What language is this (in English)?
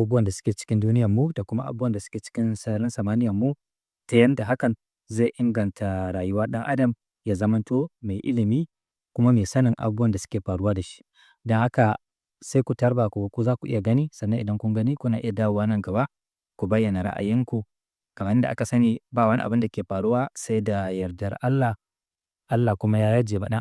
Hausa